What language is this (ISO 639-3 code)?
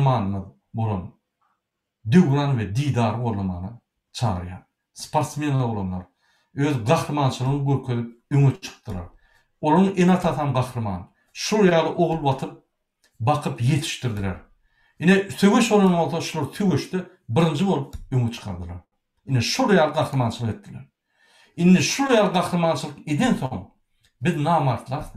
tuk